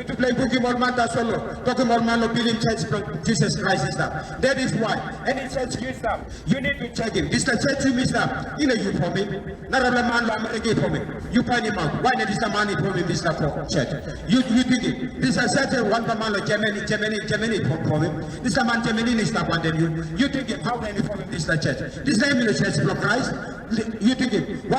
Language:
Tok Pisin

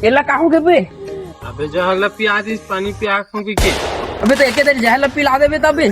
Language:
Chhattisgarhi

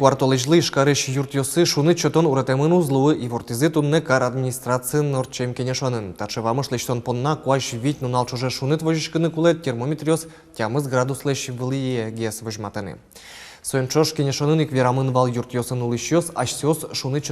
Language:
Udmurt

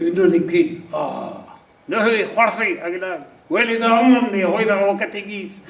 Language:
Breton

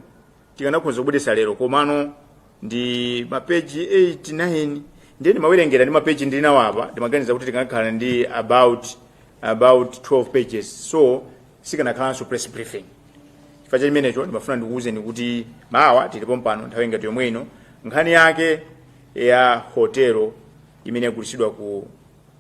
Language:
Nyanja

